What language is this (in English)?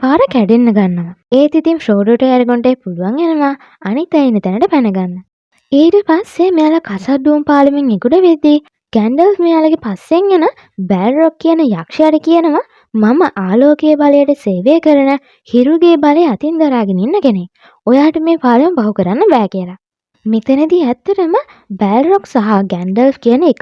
Sinhala